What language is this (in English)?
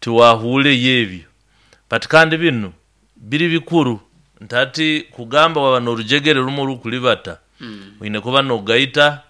Nyankole